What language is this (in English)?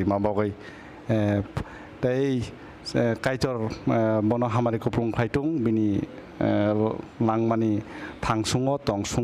Kok Borok